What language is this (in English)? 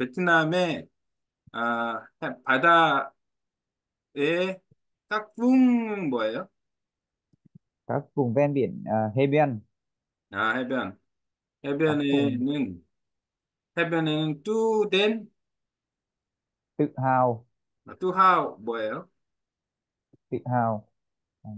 Korean